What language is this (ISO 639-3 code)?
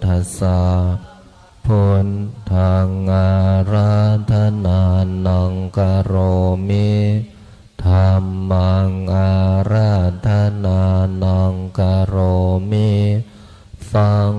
pli